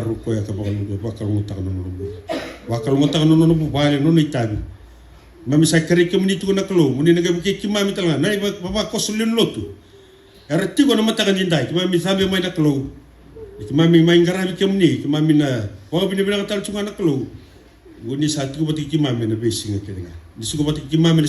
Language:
Fijian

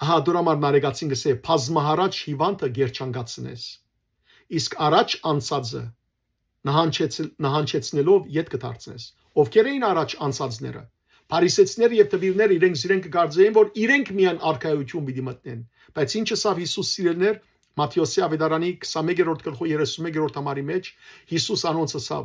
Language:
Western Armenian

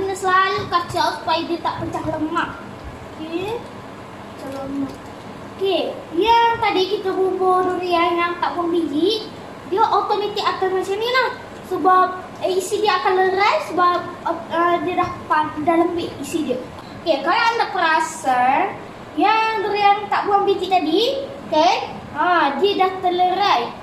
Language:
Malay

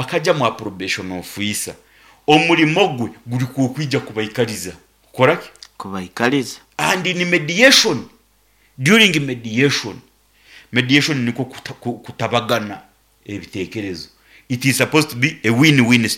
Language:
Nyankole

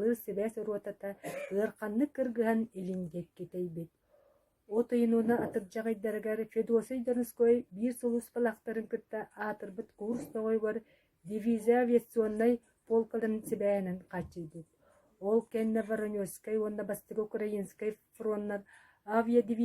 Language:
Yakut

